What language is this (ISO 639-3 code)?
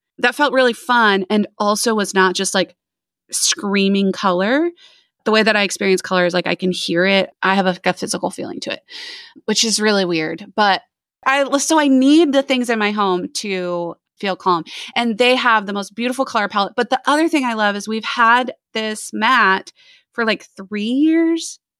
eng